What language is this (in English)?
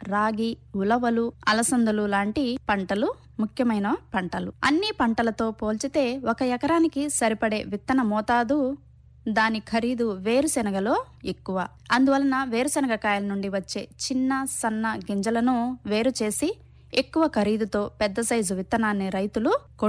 Telugu